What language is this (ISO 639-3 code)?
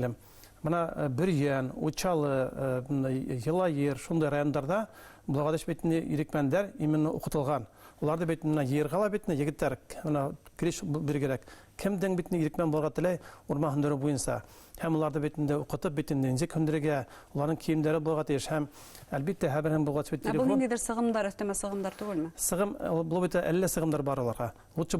bak